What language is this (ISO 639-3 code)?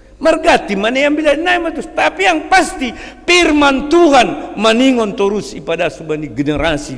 bts